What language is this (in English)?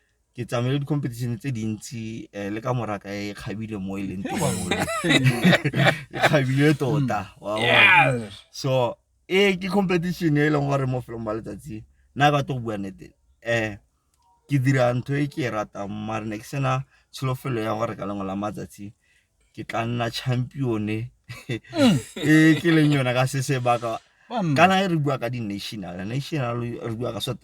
Tswana